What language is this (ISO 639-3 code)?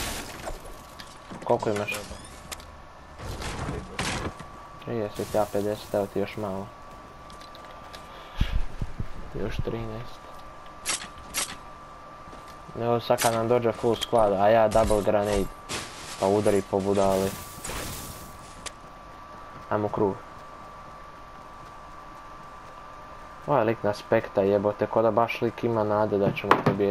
hrv